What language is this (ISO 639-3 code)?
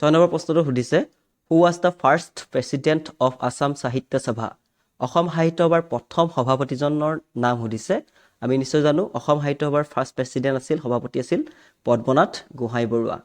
asm